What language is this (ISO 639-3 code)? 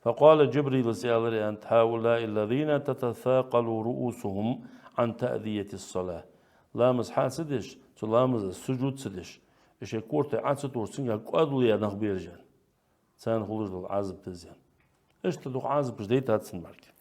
inh